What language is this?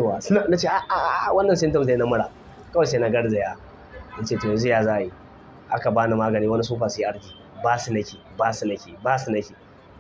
Hausa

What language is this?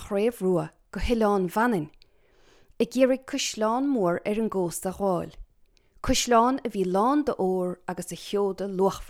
Irish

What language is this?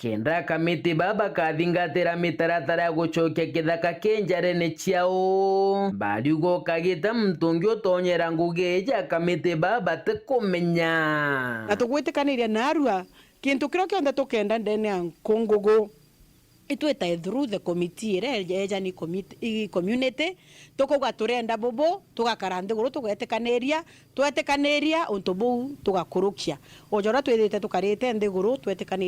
Meru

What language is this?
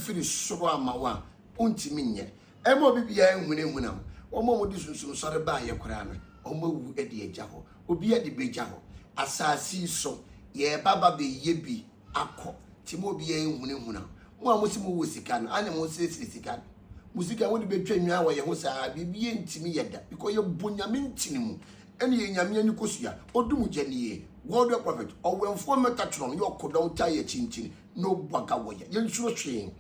Akan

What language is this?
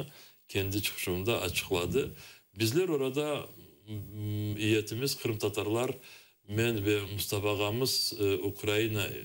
Crimean Tatar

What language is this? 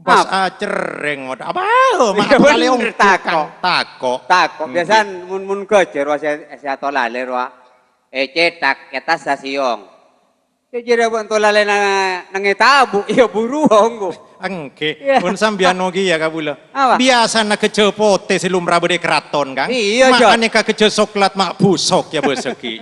Madurese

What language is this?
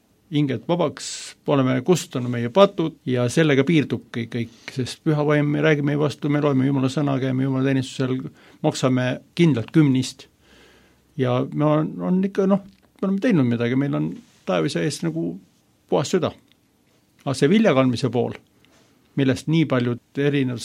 Estonian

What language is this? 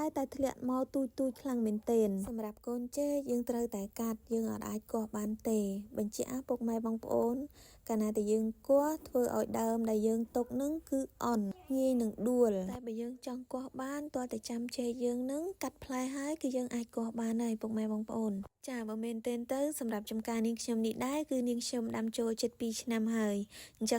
Khmer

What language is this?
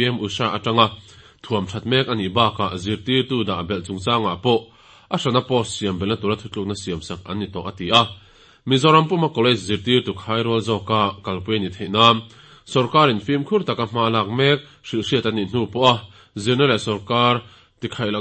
Mizo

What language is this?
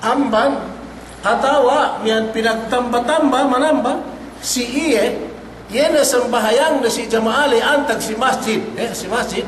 Yakan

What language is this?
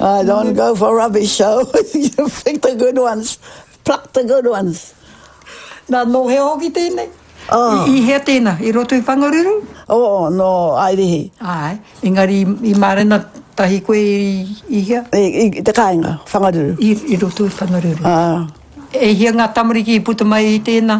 Māori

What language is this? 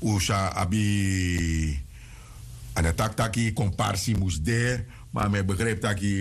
Sranan Tongo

